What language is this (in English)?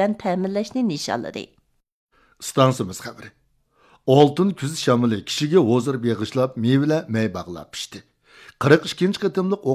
Uyghur